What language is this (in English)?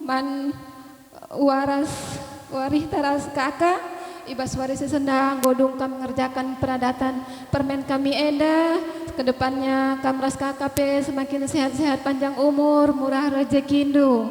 Batak Karo